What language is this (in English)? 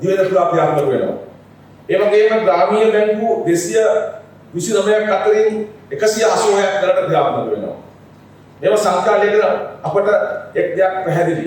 Sinhala